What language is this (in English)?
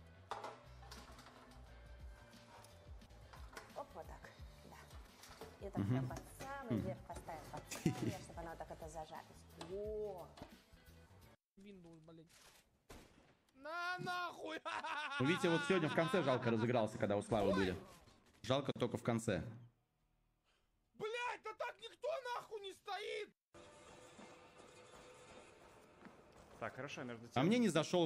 Russian